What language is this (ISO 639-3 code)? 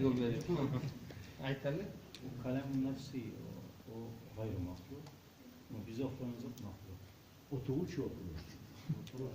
kum